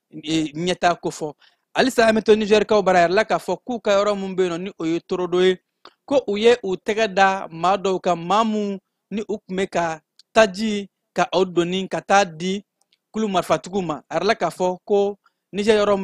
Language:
Bambara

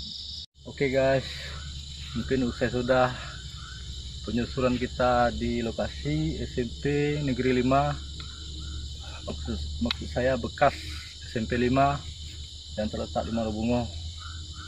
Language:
Indonesian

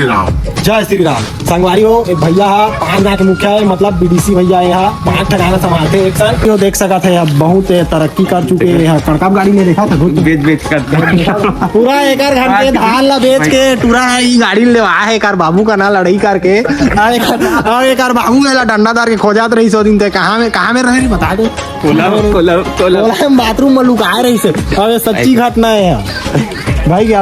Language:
Chhattisgarhi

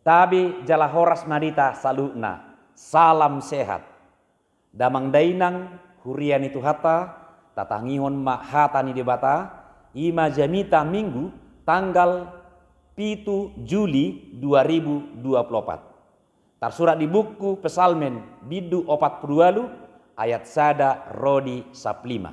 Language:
Batak Toba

